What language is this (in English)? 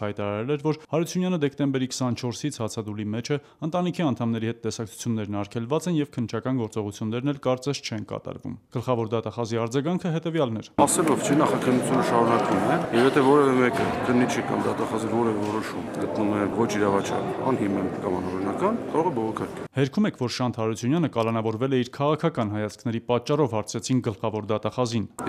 Armenian